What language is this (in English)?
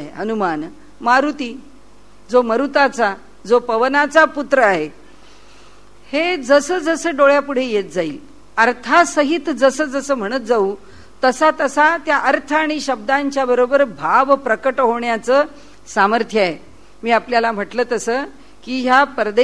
Marathi